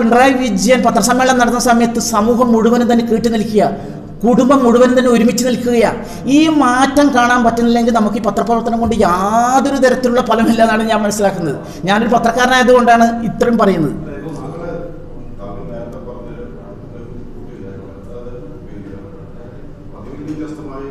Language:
Malayalam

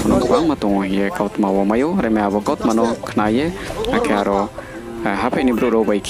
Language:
Riang (India)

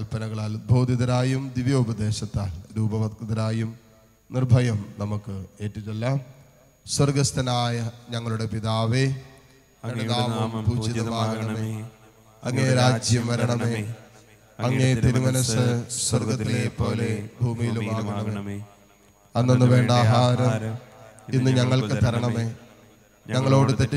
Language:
Malayalam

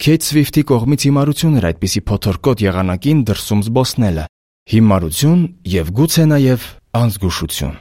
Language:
Armenian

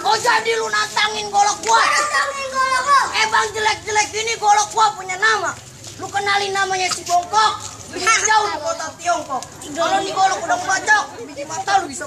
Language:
Betawi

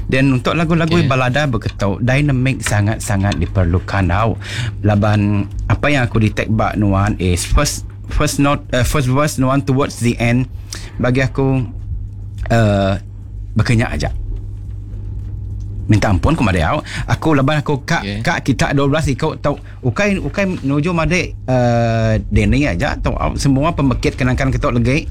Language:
Iban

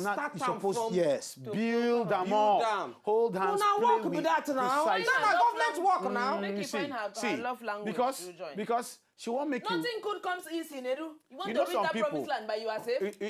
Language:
Nigerian Pidgin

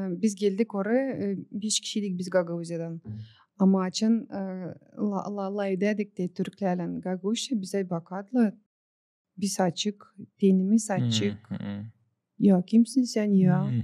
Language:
Gagauz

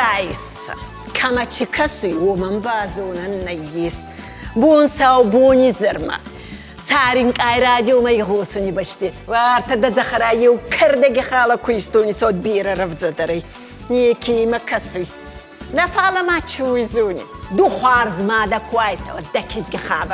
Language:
Ossetic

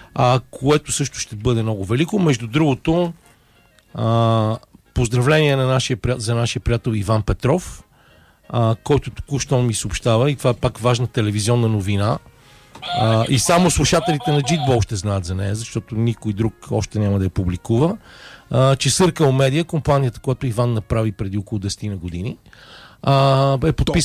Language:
Bulgarian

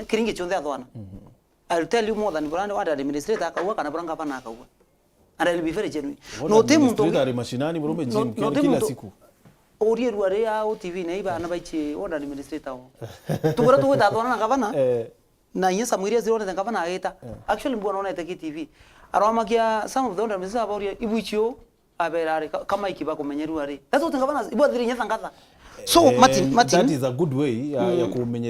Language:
Meru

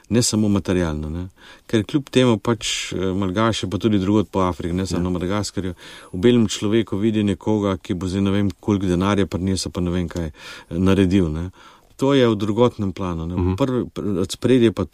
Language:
Slovenian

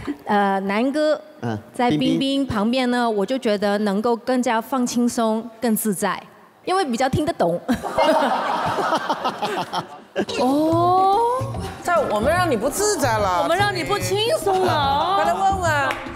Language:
Chinese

